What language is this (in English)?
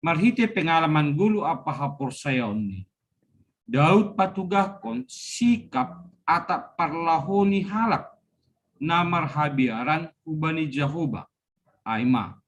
Batak Simalungun